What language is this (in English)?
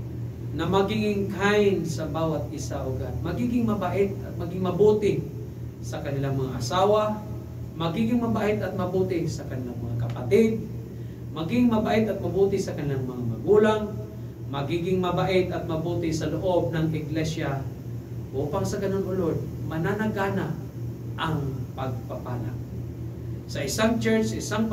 Filipino